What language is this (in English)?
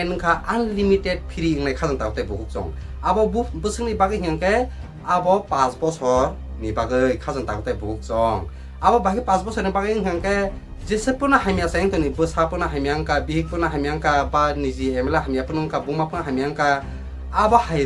Kok Borok